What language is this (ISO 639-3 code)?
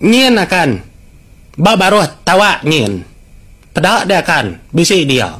iba